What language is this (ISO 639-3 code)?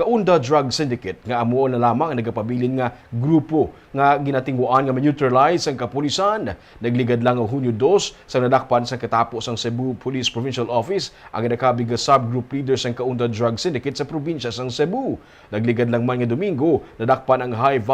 hil